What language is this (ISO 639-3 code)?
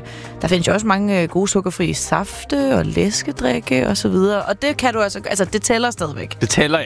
dan